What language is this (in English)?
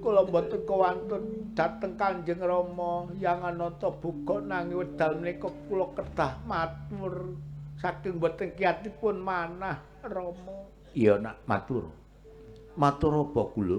Javanese